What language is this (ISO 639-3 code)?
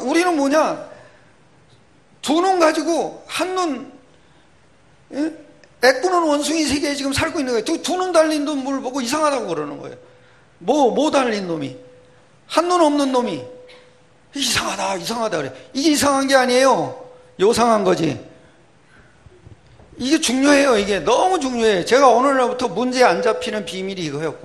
kor